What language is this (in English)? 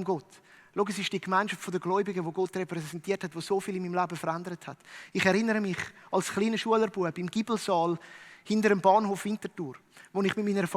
Swiss German